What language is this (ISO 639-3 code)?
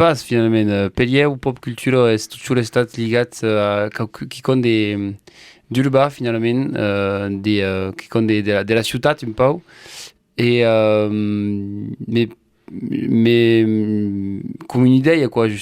oci